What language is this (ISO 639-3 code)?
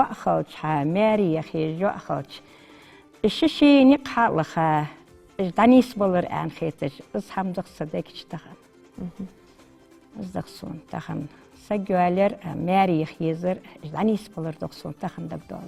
inh